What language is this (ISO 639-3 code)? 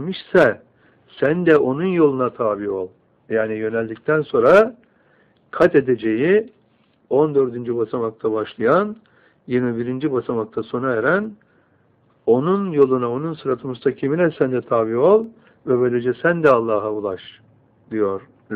tur